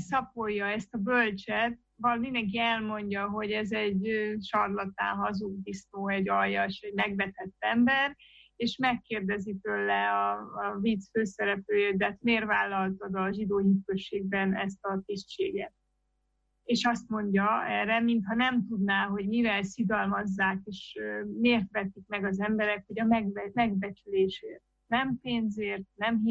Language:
Hungarian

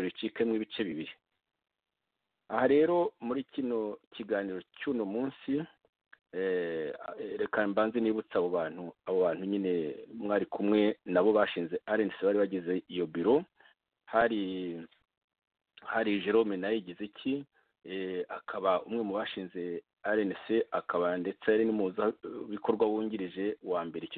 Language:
Kinyarwanda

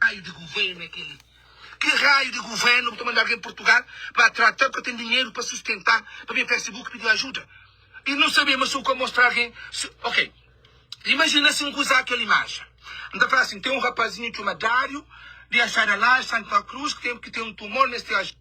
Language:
Kabuverdianu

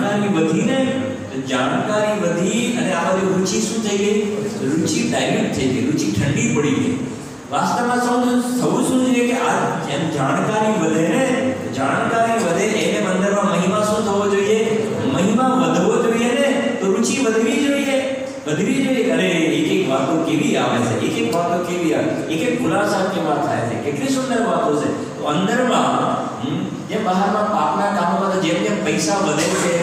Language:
Gujarati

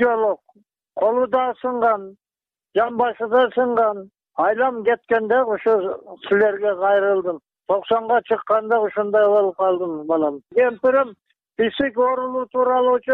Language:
Kyrgyz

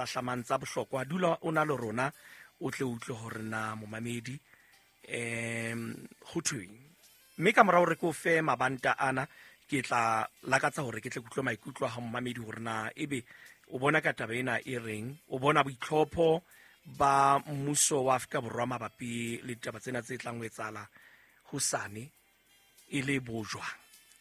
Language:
Southern Sotho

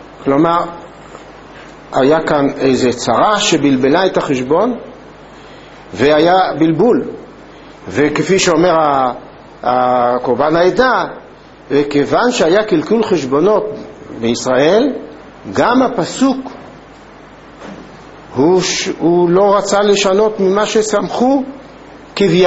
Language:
Hebrew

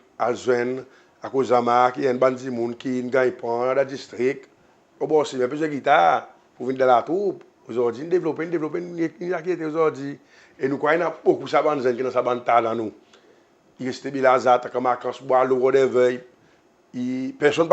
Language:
Seselwa Creole French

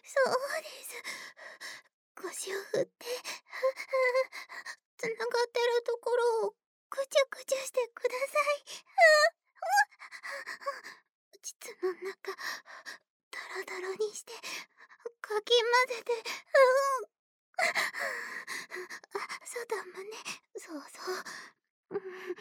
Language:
Japanese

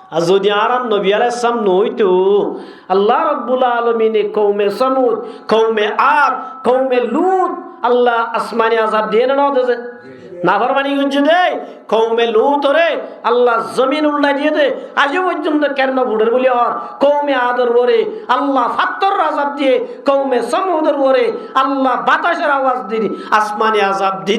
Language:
Rohingya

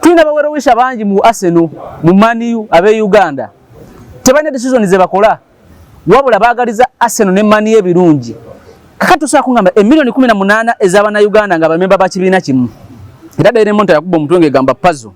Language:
Ganda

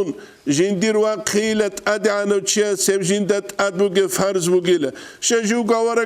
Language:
Avaric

